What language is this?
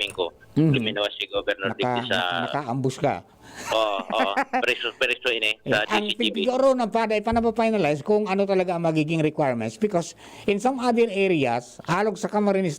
Bikol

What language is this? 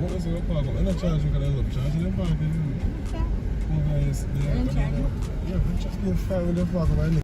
Jamaican Creole English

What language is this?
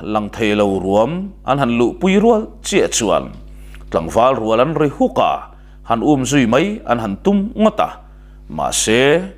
Mizo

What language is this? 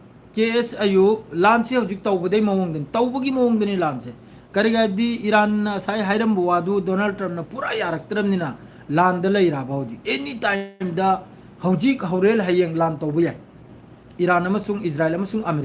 Manipuri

